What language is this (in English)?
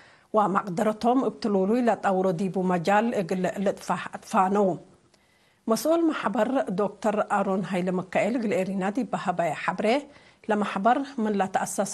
Tigre